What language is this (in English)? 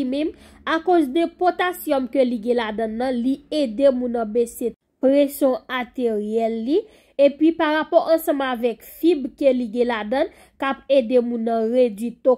Haitian Creole